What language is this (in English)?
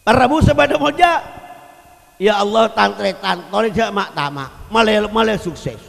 Madurese